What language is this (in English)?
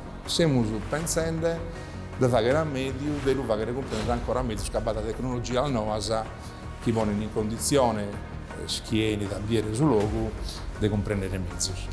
Sardinian